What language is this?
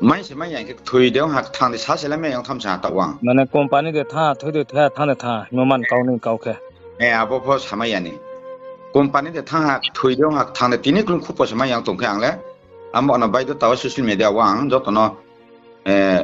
Riang (India)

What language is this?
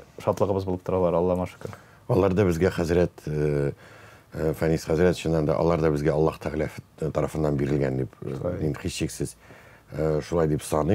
Tatar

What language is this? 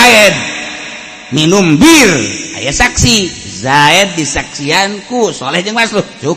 Sundanese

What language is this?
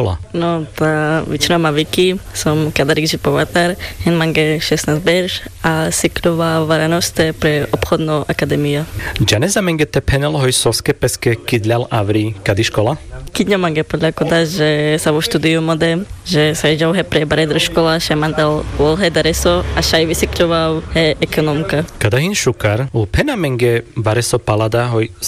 Carpathian Romani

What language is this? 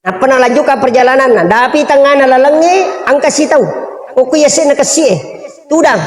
Buginese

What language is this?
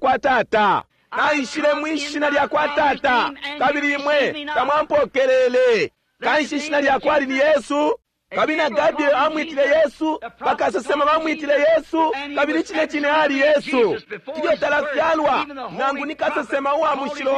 Bemba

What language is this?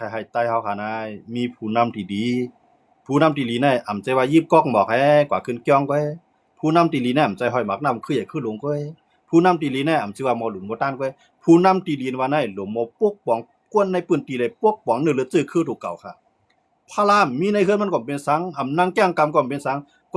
Shan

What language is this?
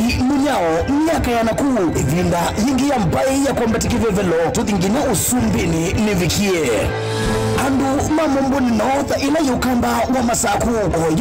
Kamba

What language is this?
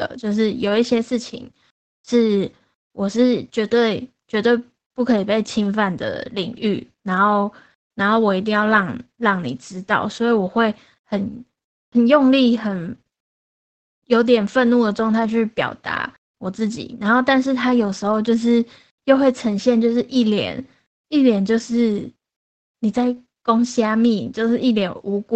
Chinese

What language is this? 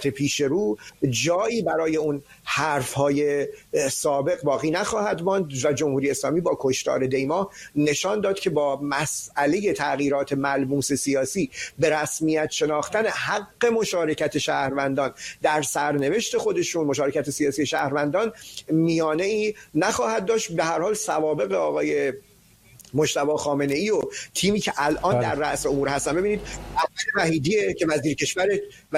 Persian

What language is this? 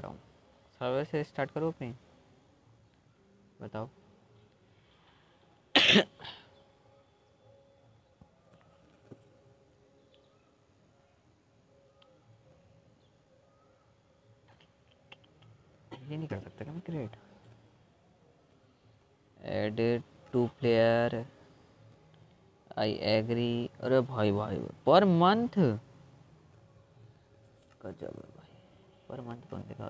Hindi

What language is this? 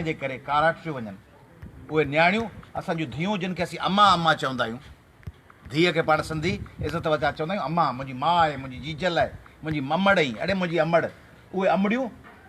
Sindhi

